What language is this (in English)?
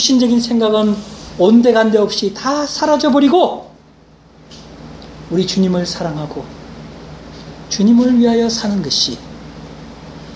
Korean